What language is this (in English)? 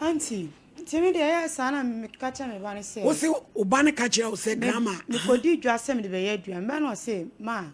Akan